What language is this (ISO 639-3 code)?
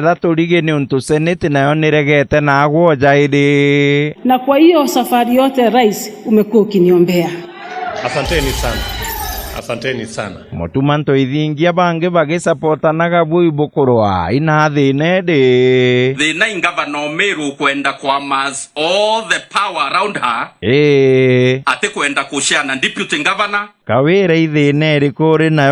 mer